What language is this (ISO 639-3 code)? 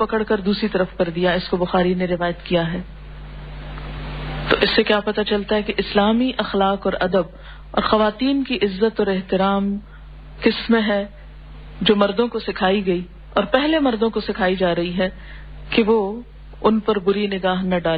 urd